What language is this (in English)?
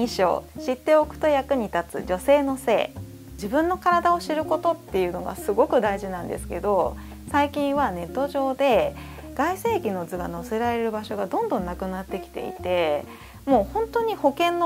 Japanese